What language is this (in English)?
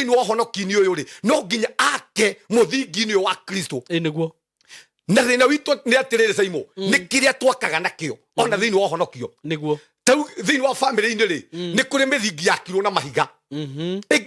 Kikuyu